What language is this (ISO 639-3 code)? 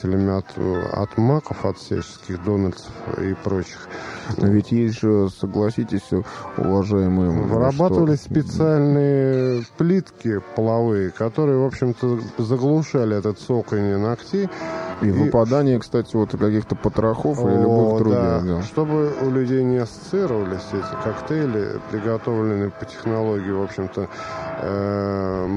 rus